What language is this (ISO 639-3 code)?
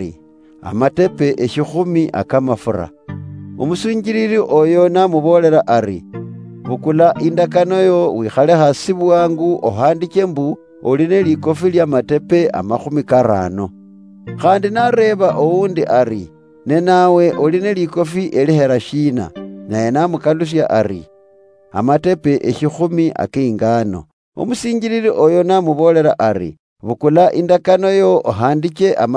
luy